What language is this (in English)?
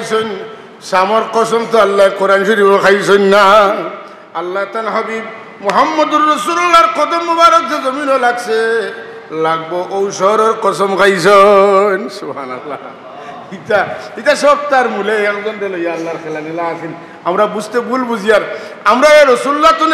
Sylheti